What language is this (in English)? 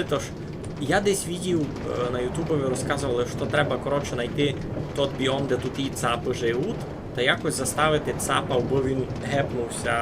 Rusyn